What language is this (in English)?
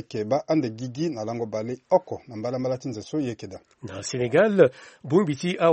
Sango